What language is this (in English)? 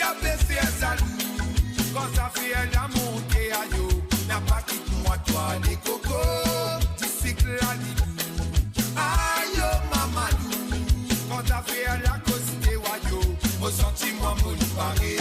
Morisyen